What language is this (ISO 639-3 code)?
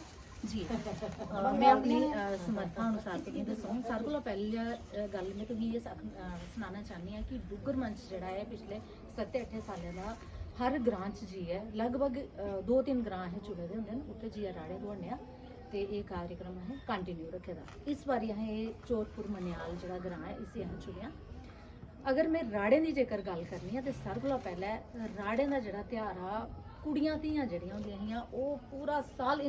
doi